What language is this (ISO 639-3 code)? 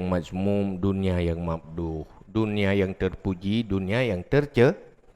ace